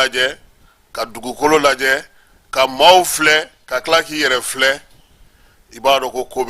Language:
Bambara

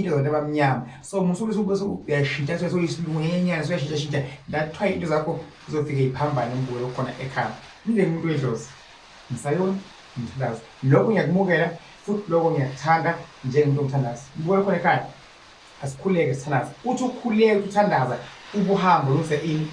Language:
Zulu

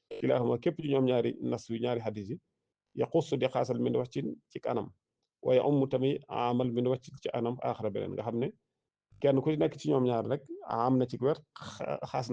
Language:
Wolof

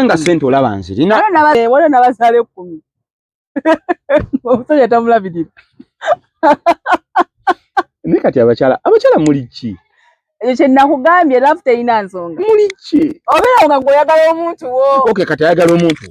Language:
Ganda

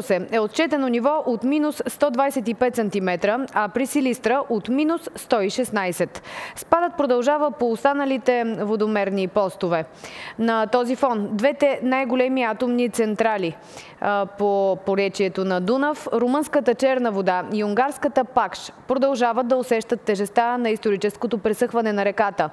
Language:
Bulgarian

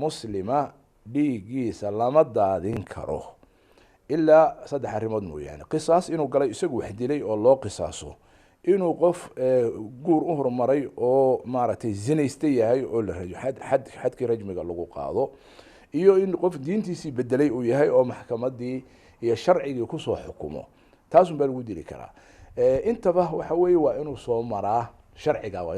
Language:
Somali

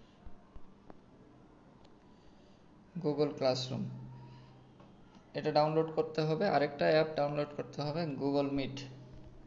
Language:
Bangla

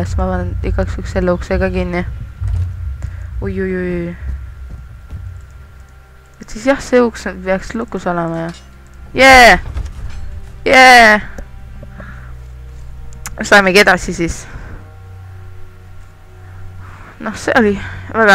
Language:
Estonian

